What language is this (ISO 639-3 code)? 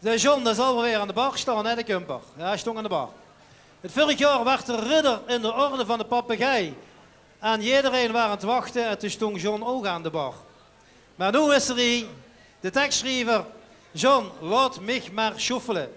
lim